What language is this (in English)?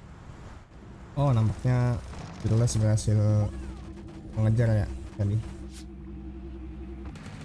Indonesian